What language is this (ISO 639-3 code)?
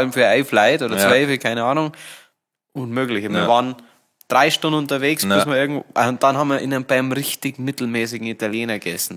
bar